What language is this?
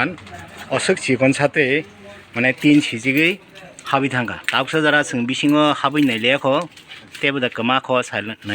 Kok Borok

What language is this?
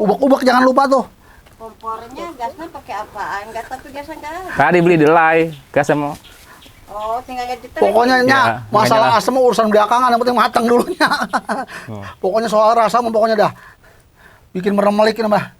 Betawi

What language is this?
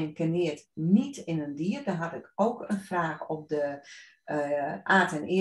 Dutch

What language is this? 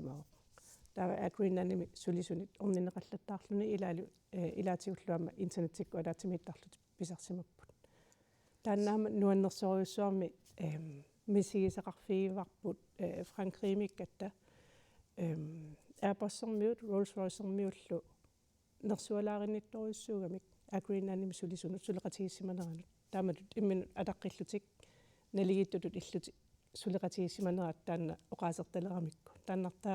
Kalaallisut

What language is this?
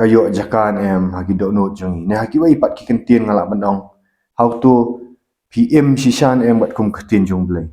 Khasi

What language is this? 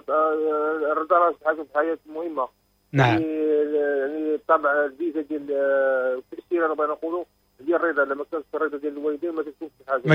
Moroccan Arabic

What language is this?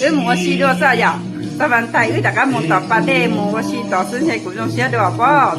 Hmong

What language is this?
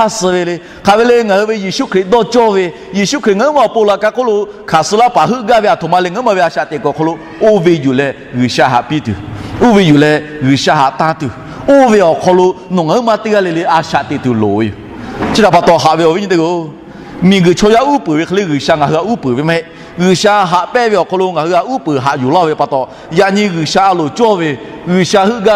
Lahu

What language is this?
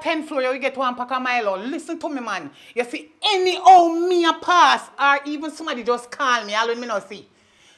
Jamaican Creole English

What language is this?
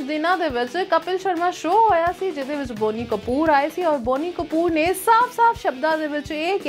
Punjabi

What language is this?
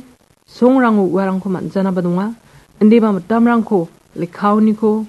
Garo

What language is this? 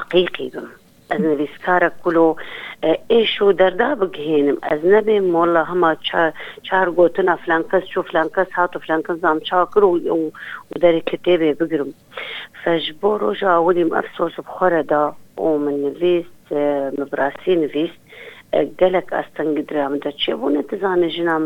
Kurdish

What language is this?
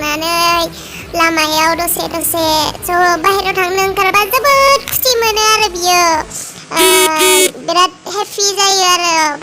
Bodo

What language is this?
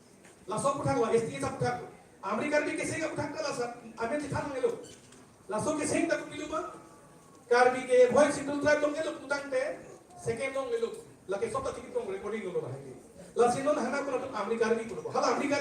Karbi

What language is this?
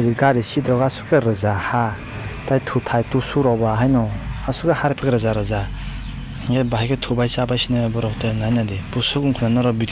Kok Borok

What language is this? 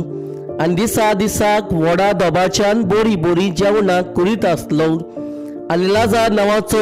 Konkani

